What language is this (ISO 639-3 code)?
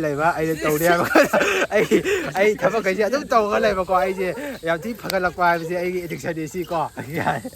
mni